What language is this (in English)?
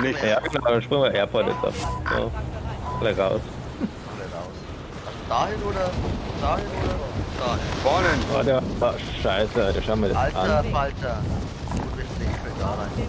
Bavarian